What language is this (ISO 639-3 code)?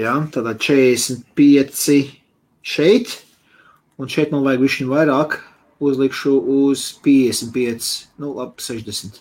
lav